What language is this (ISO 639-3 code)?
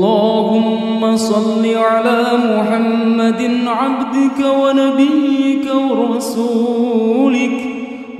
ara